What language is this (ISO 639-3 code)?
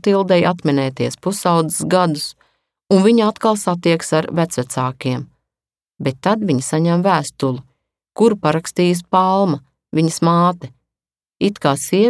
lav